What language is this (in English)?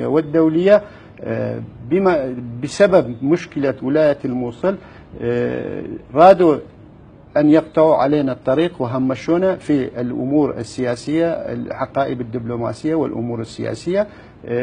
Mesopotamian Arabic